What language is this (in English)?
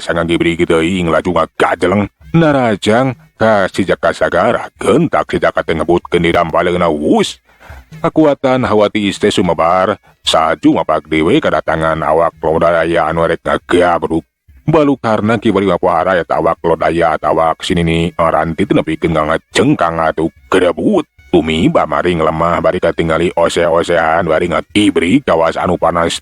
Sundanese